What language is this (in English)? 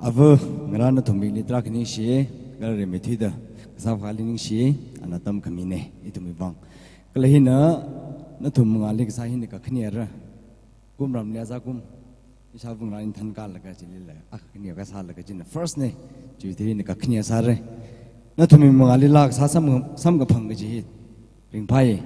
Tangkhul Naga (India)